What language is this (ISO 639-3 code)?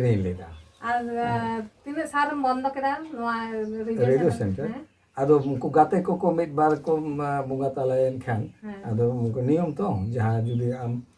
sat